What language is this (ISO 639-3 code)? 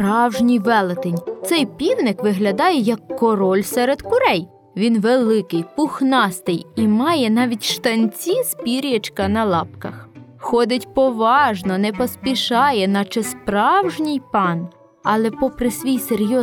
ukr